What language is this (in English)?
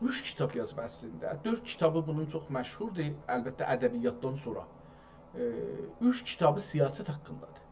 South Azerbaijani